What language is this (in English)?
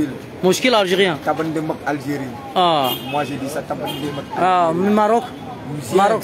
French